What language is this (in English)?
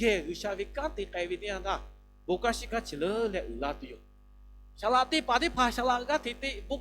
Lahu